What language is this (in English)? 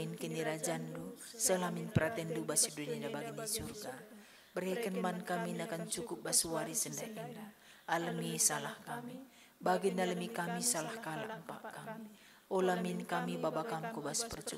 Batak Karo